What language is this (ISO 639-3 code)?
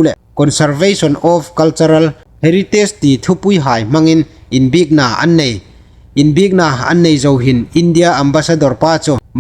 hmr